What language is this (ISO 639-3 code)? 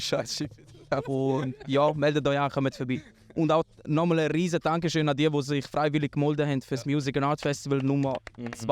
gsw